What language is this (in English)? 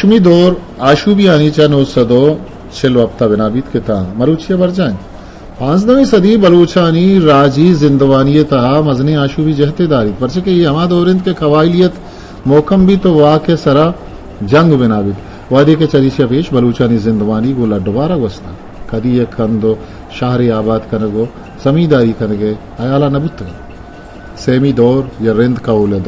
Eastern Balochi